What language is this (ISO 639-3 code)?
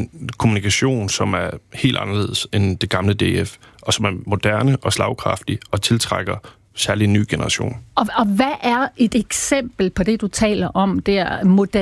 dan